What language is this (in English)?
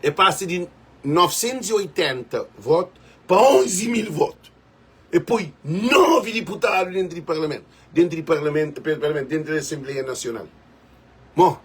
Kabuverdianu